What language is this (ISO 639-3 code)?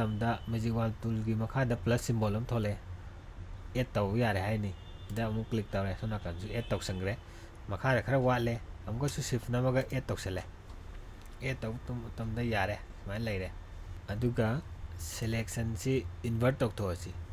mni